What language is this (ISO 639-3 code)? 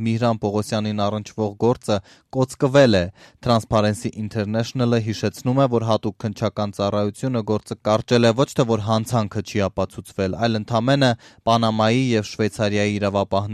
hye